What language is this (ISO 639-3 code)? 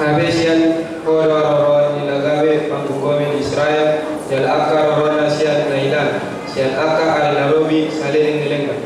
bbc